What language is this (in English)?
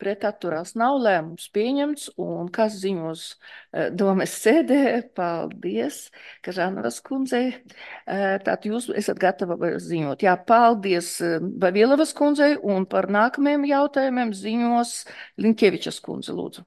Latvian